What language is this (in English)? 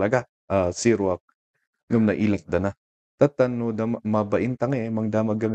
Kankanaey